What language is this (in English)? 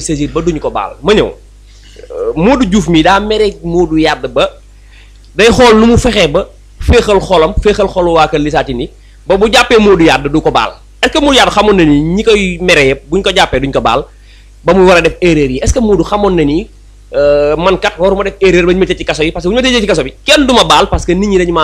Wolof